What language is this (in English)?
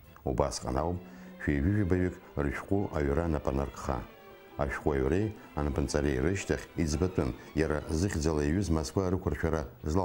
Abkhazian